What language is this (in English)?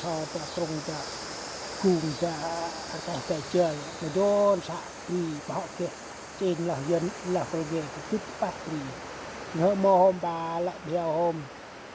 Central Mnong